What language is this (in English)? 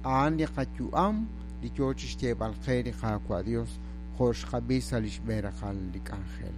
Kekchí